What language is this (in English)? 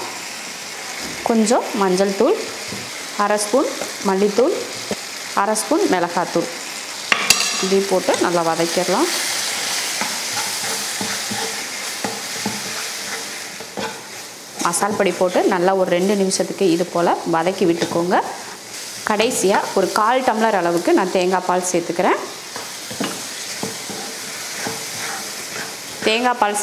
Tamil